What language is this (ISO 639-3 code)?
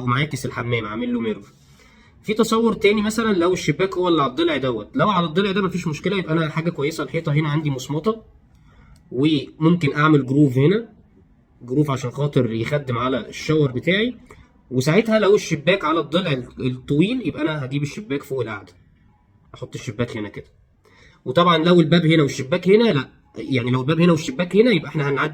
arz